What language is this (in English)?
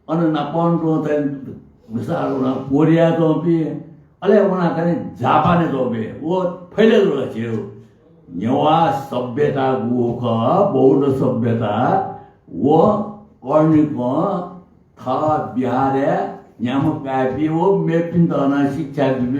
Newari